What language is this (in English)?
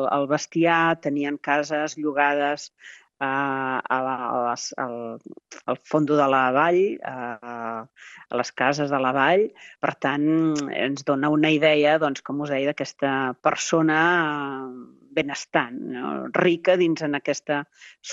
Catalan